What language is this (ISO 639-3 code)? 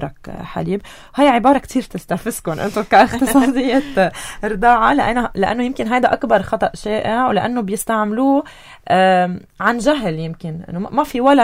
apc